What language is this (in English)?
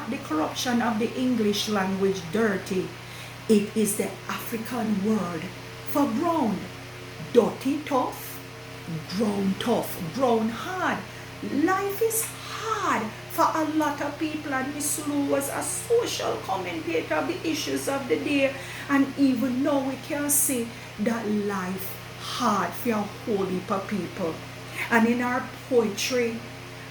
Jamaican Creole English